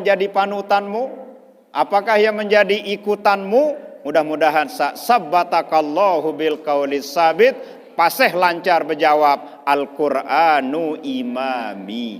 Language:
Sasak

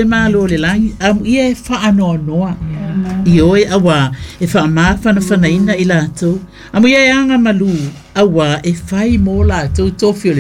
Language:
Samoan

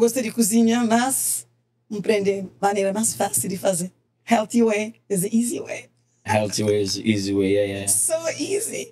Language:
Kabuverdianu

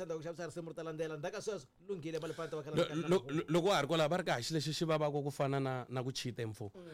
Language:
Tsonga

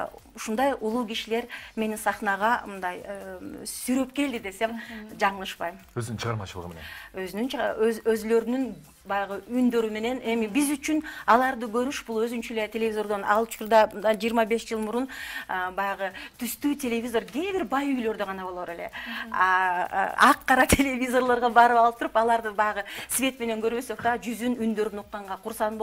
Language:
Kyrgyz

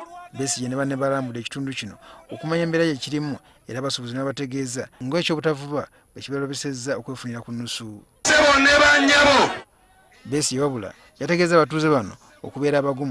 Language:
Ganda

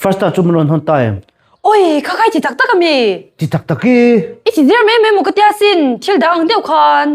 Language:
Mizo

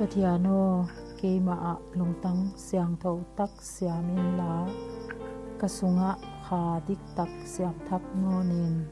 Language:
Paite Chin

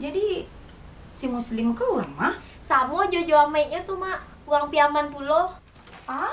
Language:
Minangkabau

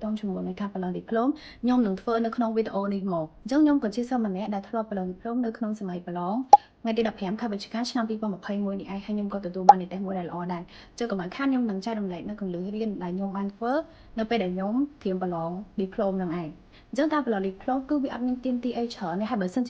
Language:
Khmer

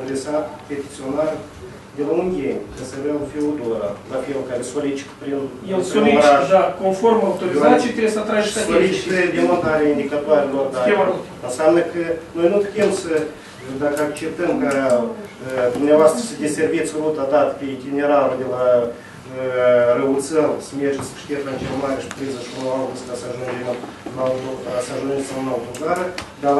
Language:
Romanian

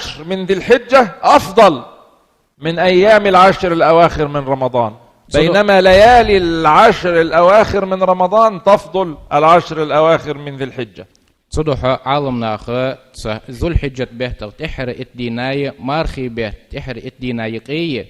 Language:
Ingush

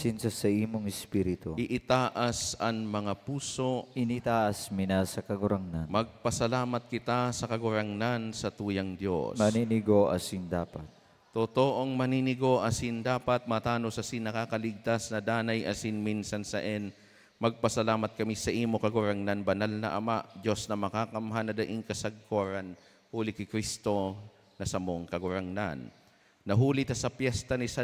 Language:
Bikol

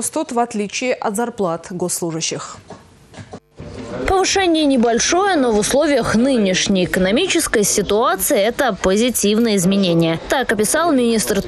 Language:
Russian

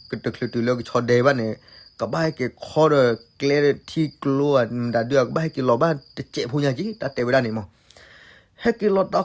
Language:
S'gaw Karen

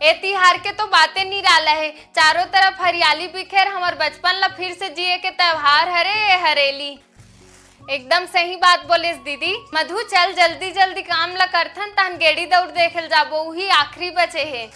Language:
Chhattisgarhi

